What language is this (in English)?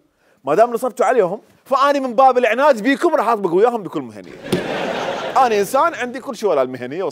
Mesopotamian Arabic